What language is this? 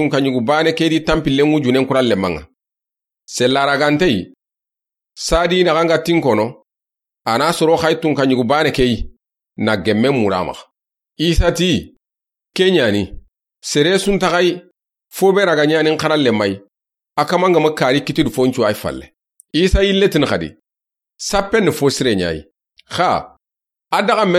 Soninke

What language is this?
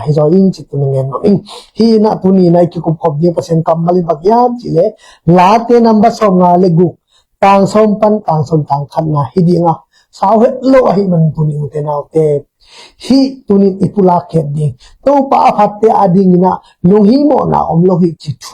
Tedim Chin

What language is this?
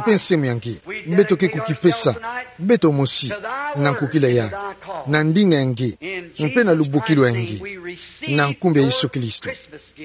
Kituba (Democratic Republic of Congo)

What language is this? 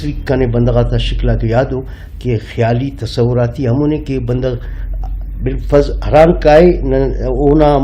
Brahui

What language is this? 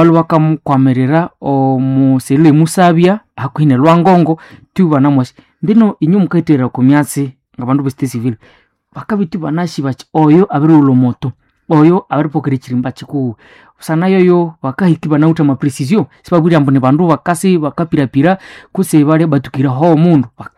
Nande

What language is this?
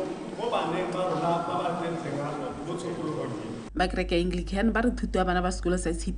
Tswana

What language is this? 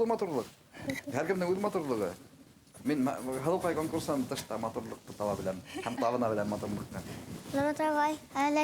Bashkir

